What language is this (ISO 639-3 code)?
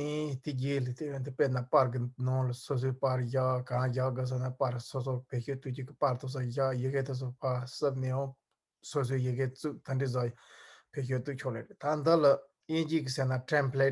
bod